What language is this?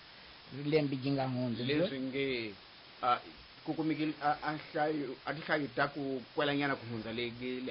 Tsonga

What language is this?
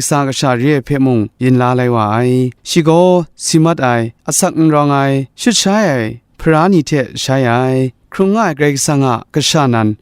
Kachin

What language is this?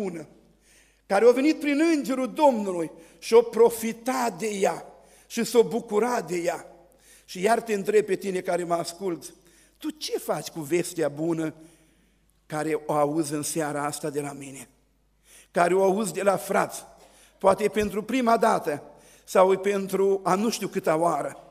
Romanian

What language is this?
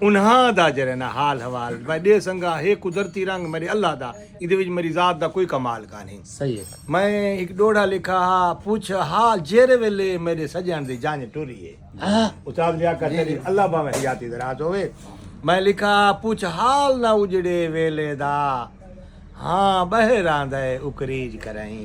Saraiki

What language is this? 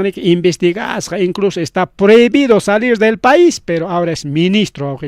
Ayacucho Quechua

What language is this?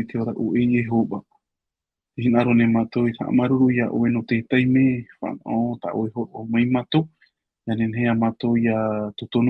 Tahitian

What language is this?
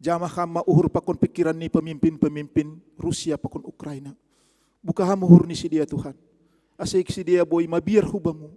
Batak Simalungun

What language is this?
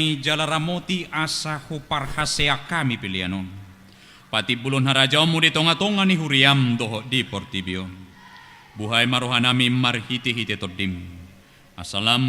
Batak Toba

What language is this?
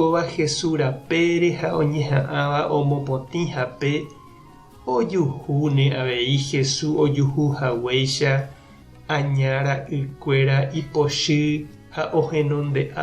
Guarani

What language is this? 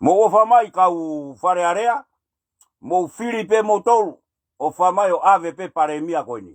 Tongan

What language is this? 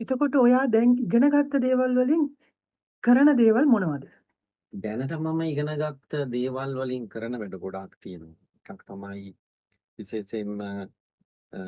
Sinhala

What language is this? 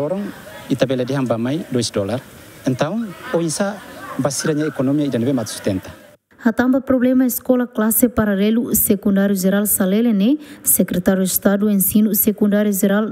Tetum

